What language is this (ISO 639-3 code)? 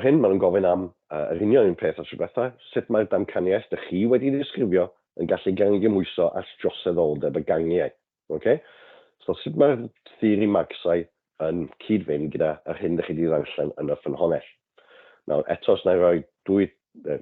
cym